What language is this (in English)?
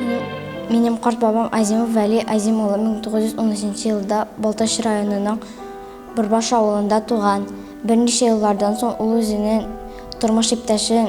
Tatar